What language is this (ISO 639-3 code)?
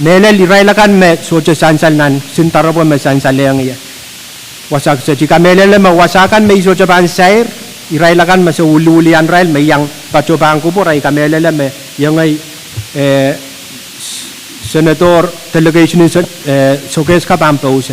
pon